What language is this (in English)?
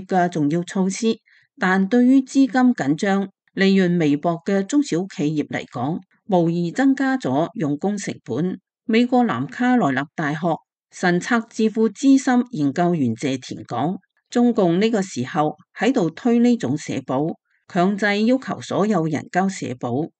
Cantonese